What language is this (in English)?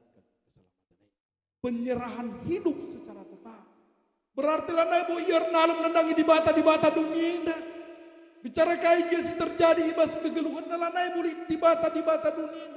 Batak Karo